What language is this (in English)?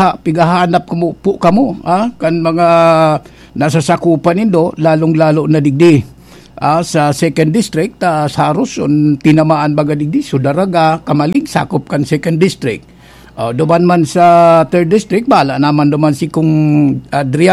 Bikol